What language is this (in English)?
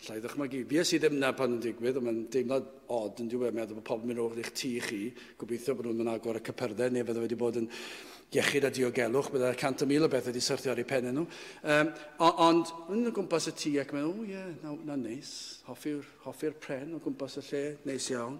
Welsh